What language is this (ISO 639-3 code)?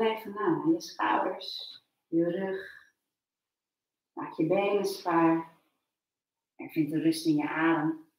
nld